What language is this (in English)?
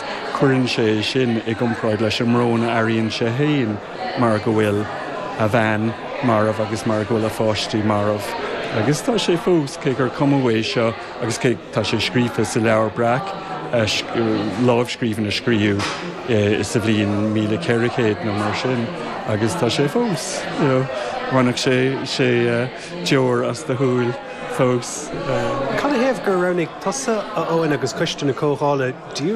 Irish